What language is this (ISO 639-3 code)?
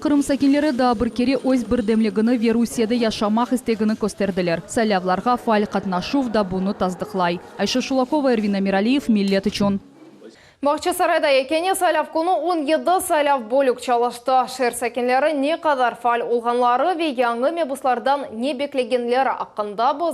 crh